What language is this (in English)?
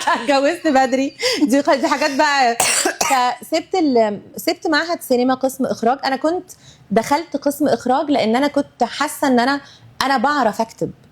Egyptian Arabic